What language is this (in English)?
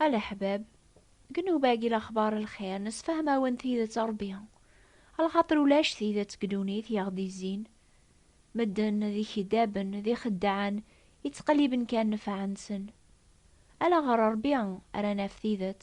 Kabyle